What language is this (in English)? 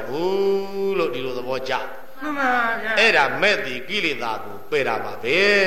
Burmese